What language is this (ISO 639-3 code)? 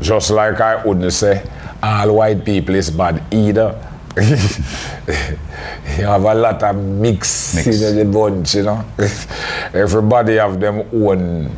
jam